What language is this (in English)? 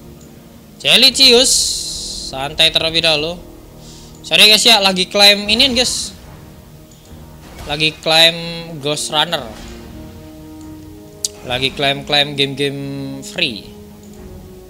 Indonesian